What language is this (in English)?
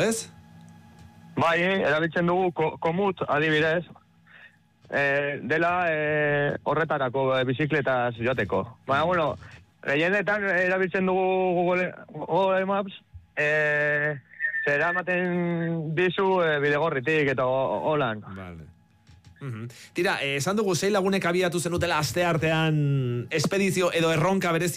Basque